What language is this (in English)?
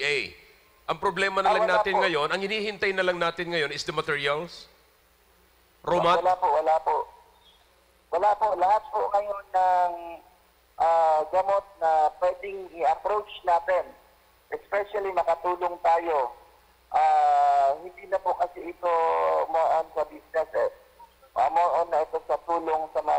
Filipino